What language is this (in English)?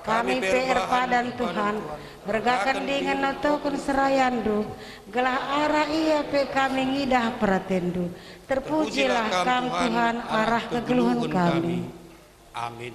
Batak Karo